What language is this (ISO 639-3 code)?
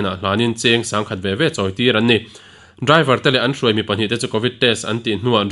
lus